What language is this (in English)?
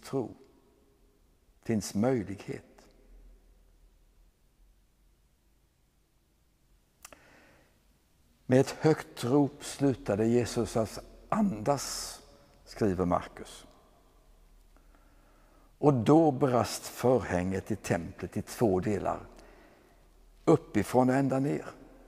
Swedish